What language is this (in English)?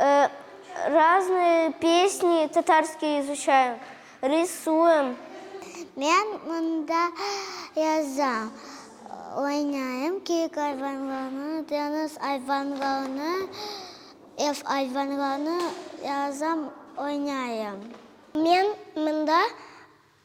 Crimean Tatar